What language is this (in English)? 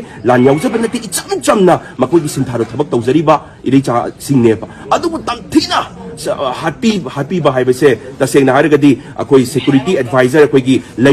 Manipuri